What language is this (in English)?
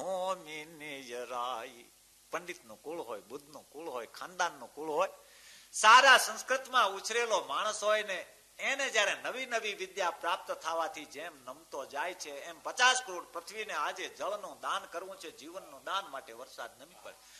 Gujarati